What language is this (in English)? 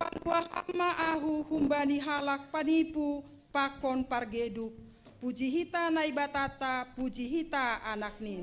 Batak Simalungun